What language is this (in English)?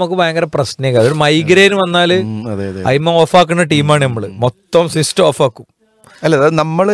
Malayalam